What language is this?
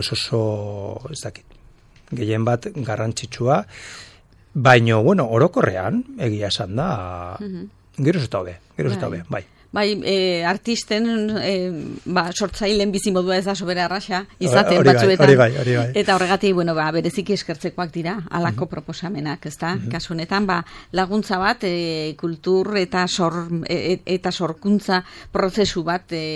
Basque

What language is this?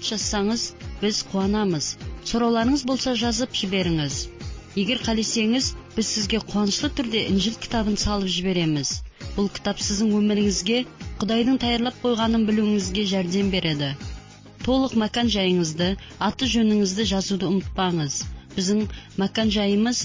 Kazakh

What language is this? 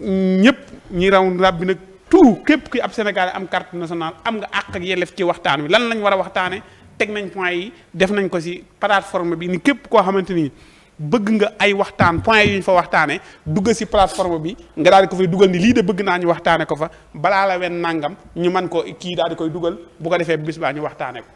Wolof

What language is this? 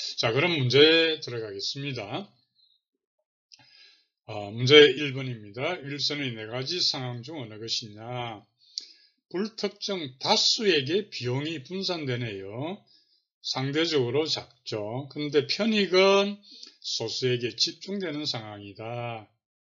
Korean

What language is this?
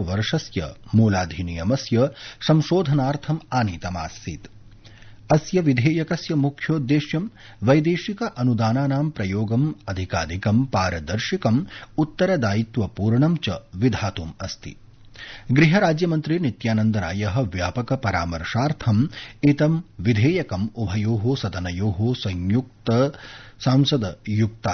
Sanskrit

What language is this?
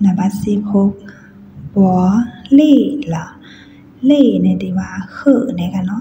Shan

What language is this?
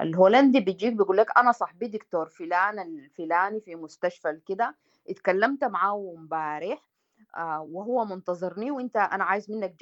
Sudanese Arabic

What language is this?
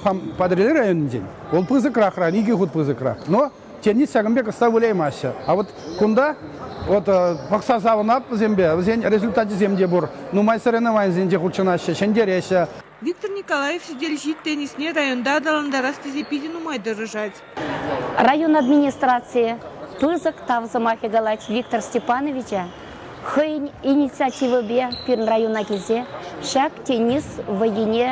Chuvash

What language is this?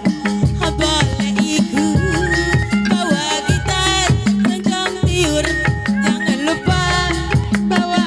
Betawi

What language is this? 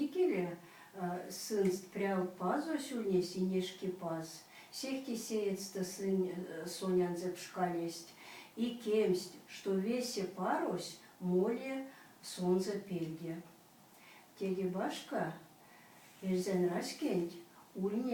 Erzya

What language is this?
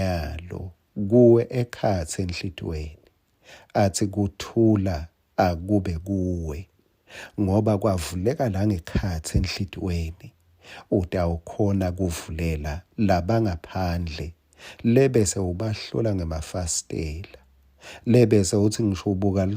Swati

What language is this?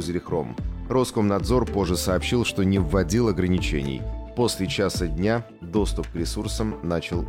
Russian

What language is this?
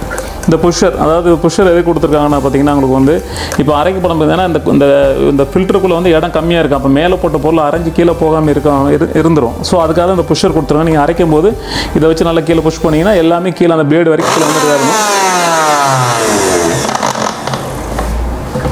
Tamil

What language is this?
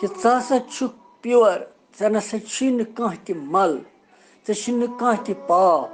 Kashmiri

